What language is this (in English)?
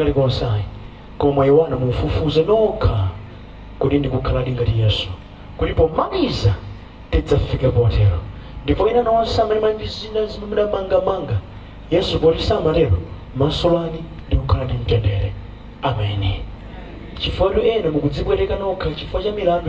Nyanja